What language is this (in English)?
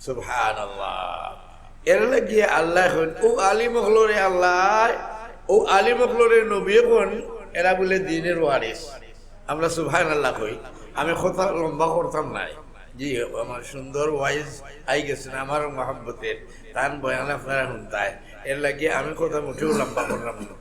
Sylheti